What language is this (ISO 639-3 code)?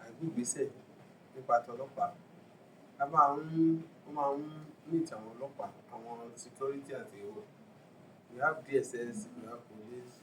yor